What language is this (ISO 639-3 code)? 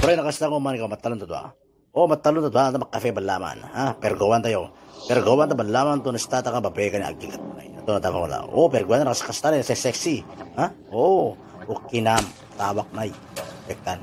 itv